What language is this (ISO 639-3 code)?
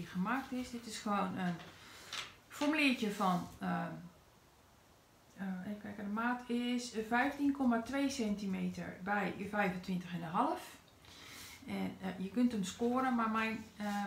nld